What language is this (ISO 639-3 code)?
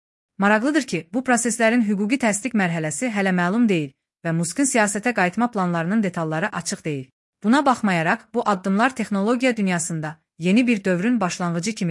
aze